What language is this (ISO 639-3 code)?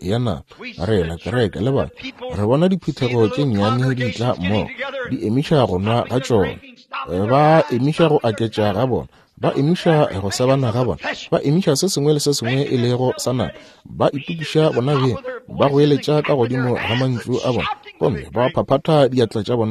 nso